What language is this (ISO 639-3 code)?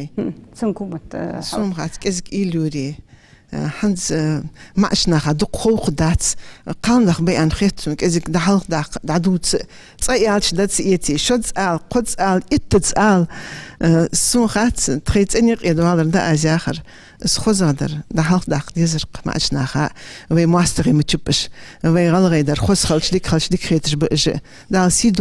inh